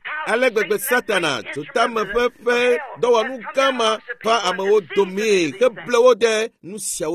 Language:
Ewe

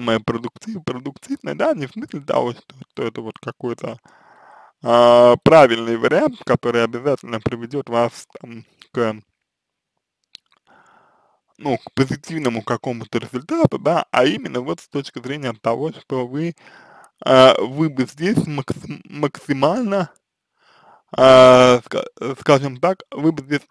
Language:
Russian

